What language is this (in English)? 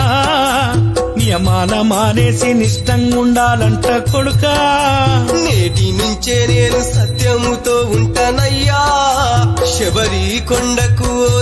Telugu